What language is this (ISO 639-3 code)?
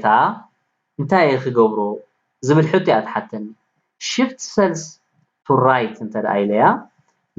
tir